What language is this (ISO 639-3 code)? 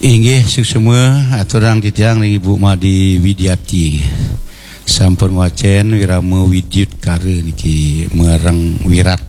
ban